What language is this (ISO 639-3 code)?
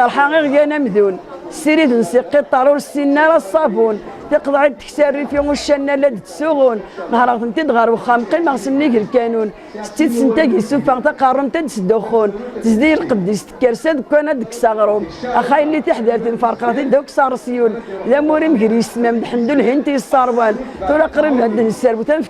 kab